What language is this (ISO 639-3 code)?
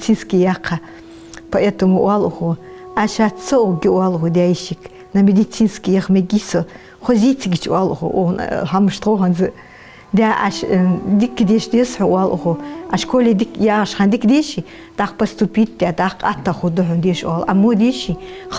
inh